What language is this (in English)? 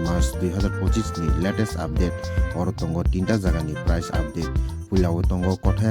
Kok Borok